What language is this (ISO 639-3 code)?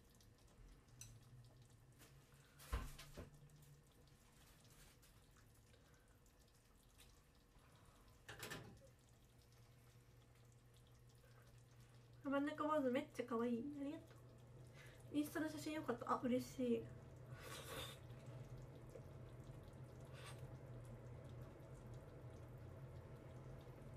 jpn